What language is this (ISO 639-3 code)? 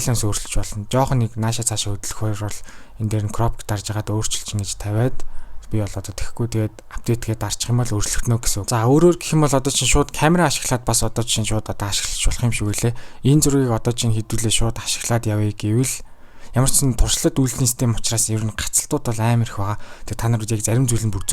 mon